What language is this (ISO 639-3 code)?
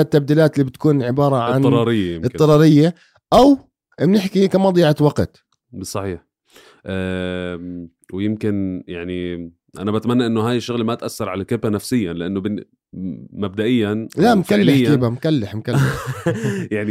apc